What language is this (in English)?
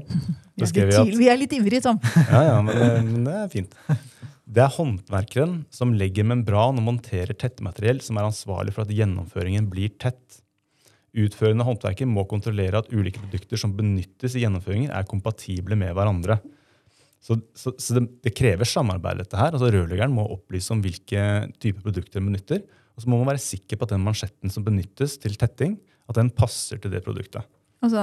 Norwegian